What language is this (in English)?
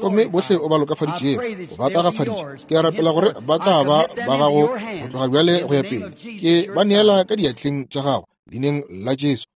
Northern Sotho